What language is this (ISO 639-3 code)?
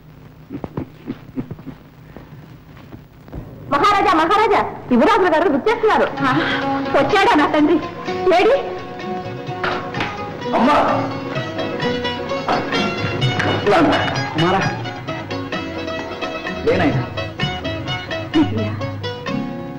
tel